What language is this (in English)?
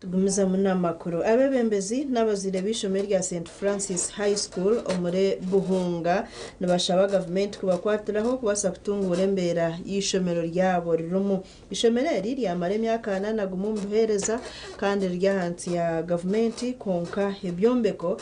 Nyankole